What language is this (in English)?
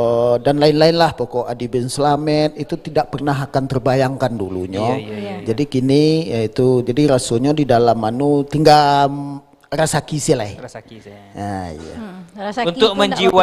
Minangkabau